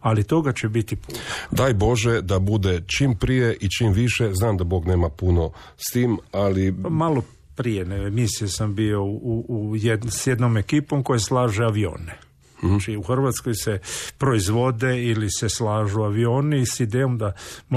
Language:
Croatian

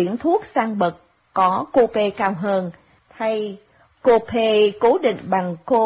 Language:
Vietnamese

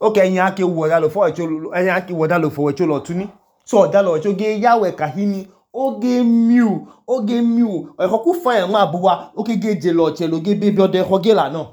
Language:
Idoma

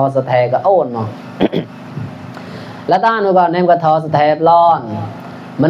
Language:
Mon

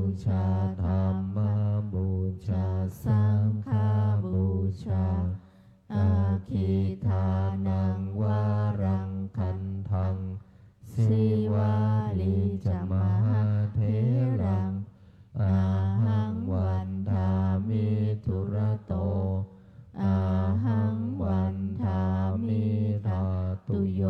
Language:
Pali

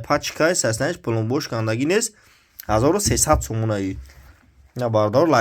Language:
Tajik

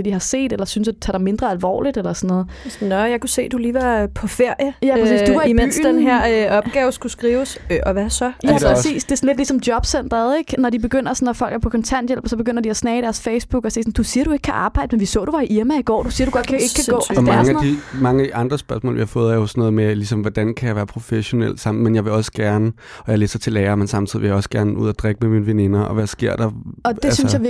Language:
Danish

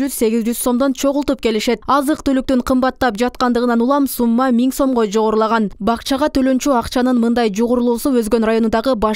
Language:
Kyrgyz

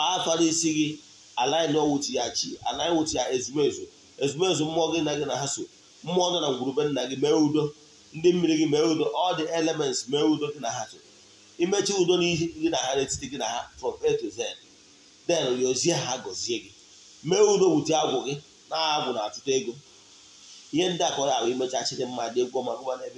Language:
Igbo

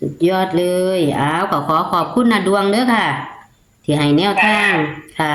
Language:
Northeastern Thai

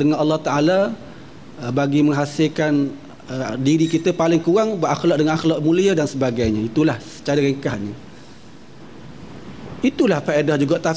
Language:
Malay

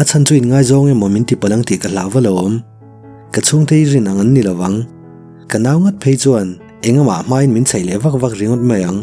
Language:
Mizo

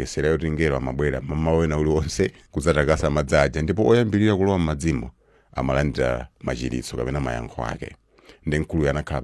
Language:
Nyanja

